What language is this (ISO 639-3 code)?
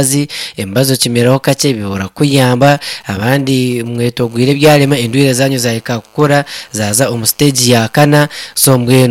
nyn